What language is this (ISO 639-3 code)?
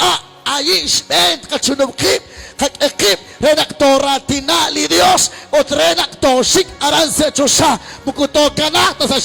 kek